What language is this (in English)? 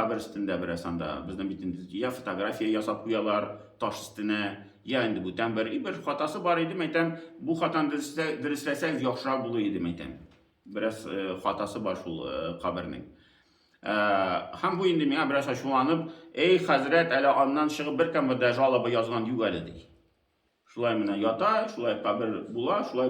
Tatar